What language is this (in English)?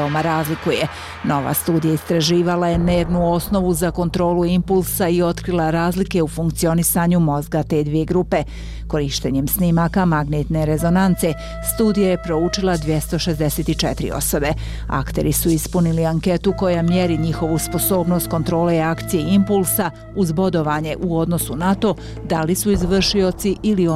Bosnian